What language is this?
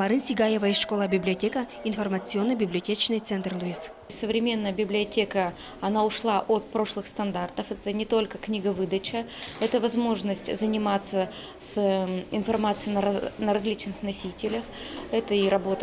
Udmurt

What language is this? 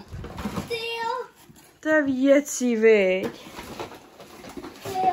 Czech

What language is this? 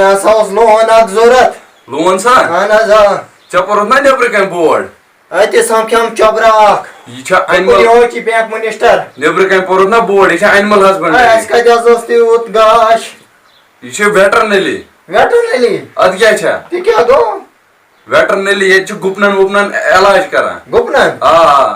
Kashmiri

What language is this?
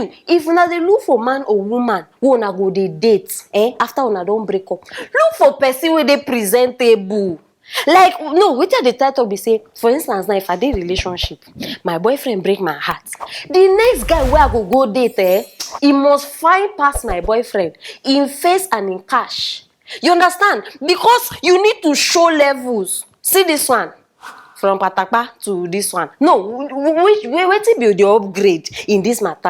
Nigerian Pidgin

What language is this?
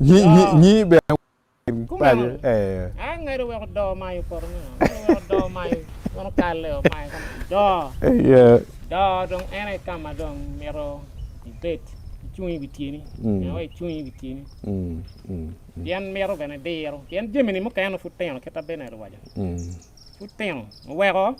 Acoli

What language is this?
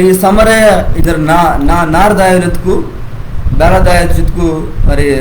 Koya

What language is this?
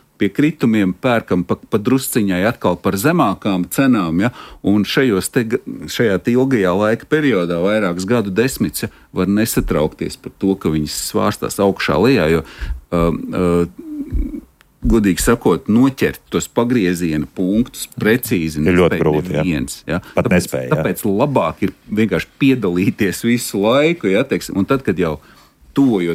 Latvian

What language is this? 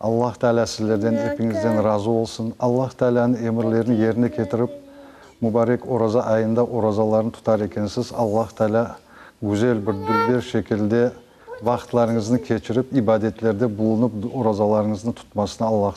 Crimean Tatar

